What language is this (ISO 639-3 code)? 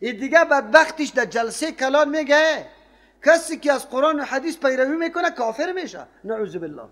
fas